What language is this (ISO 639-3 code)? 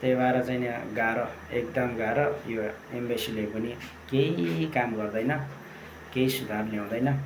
nep